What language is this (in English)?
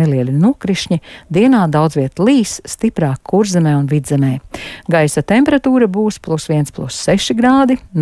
Latvian